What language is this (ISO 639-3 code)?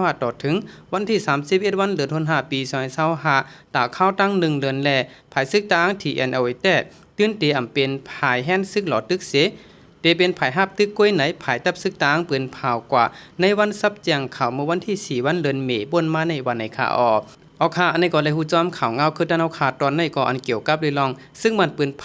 shn